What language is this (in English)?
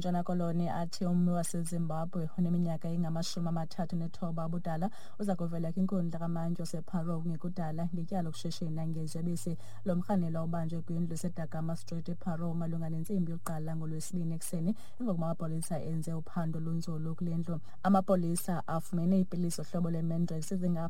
Xhosa